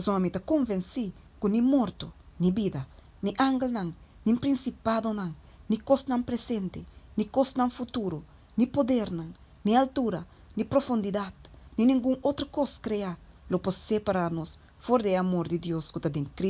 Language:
Papiamento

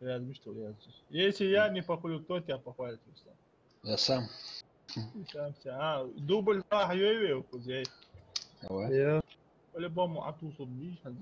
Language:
Ingush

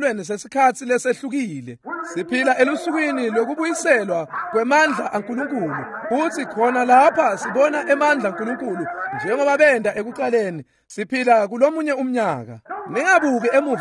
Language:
Swati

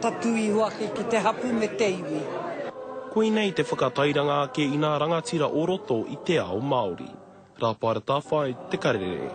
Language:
Māori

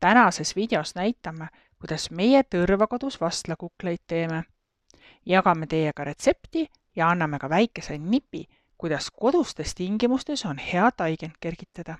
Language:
Estonian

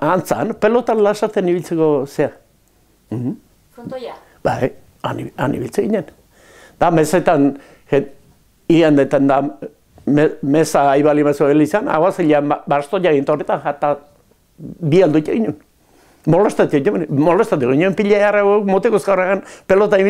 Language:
Basque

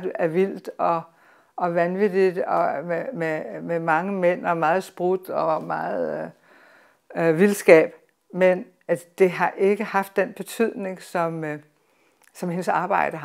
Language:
Danish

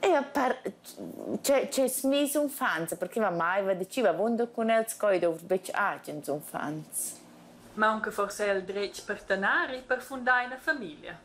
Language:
Romansh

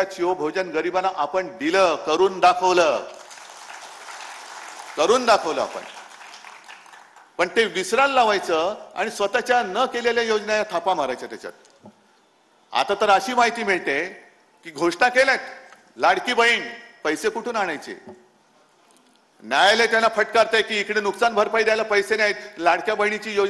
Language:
Marathi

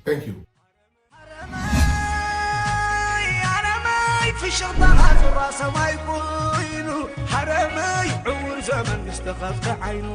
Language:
Tigrinya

